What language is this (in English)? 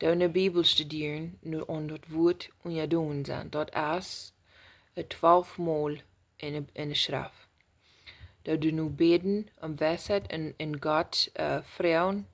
Plautdietsch